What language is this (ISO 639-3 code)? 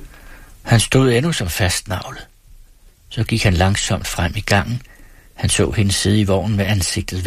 dan